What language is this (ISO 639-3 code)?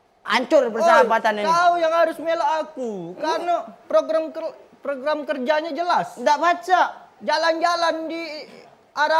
mui